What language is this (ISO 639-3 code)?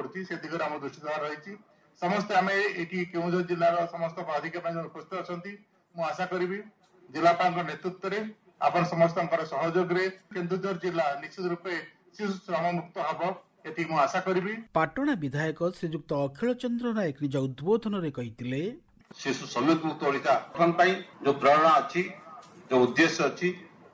ori